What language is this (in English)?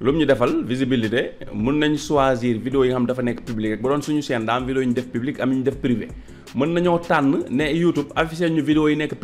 Wolof